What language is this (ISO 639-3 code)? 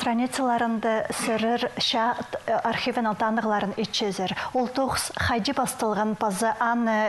kjh